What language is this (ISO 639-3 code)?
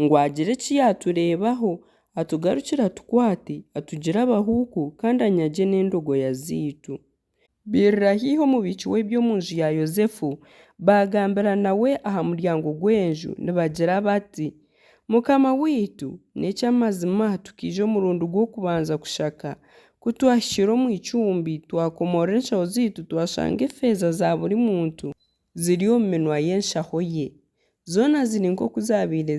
nyn